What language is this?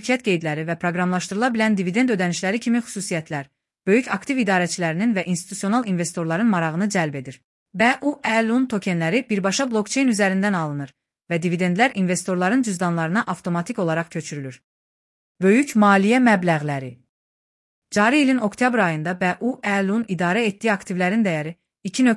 Azerbaijani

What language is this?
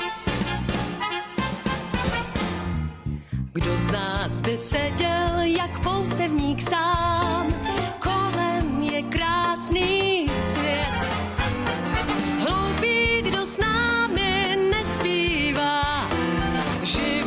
Czech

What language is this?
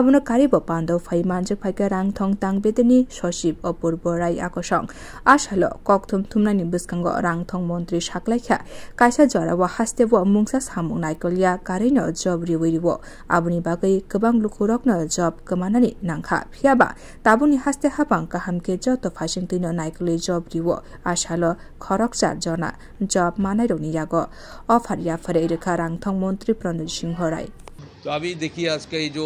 Kok Borok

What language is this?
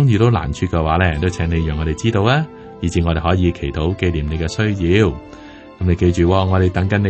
Cantonese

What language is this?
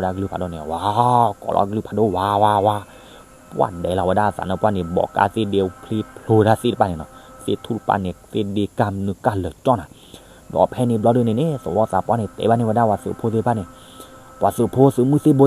S'gaw Karen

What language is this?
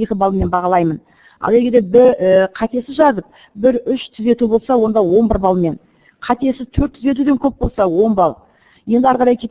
Kazakh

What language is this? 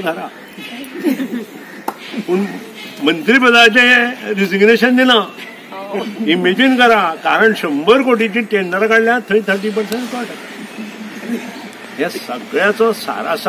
Konkani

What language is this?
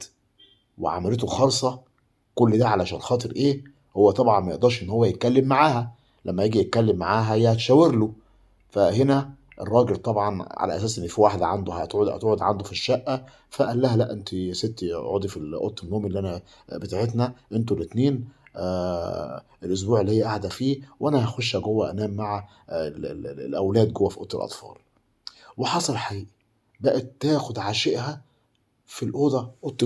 Egyptian Arabic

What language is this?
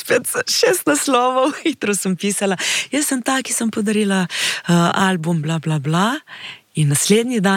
Slovenian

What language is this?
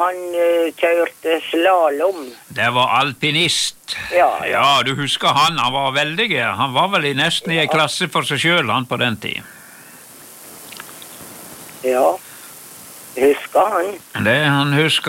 Norwegian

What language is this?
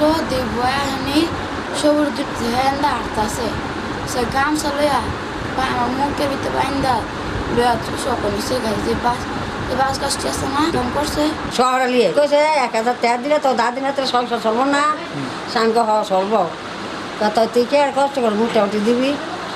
Bangla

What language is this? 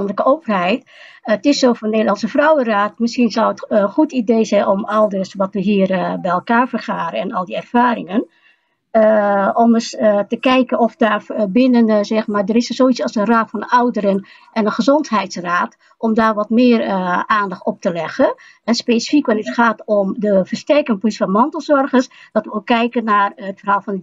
Dutch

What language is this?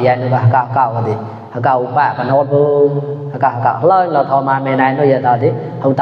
Mon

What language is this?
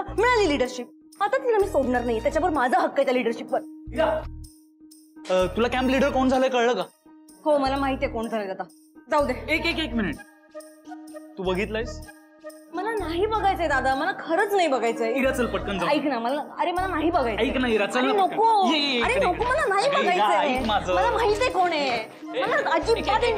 Marathi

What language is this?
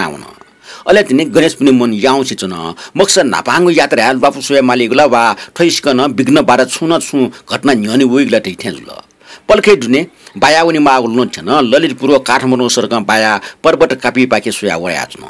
Newari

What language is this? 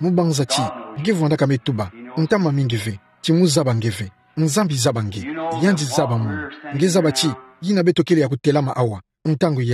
Kituba (Democratic Republic of Congo)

